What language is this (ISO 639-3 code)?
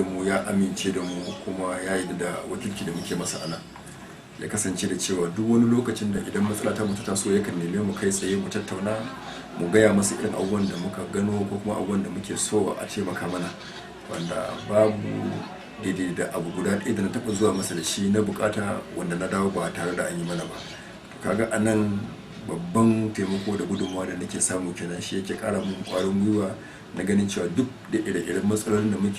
hau